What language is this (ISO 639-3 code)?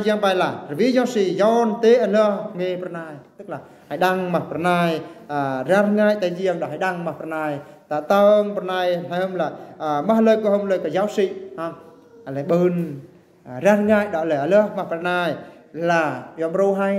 bru